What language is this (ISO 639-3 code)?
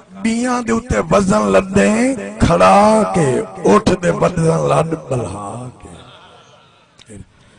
skr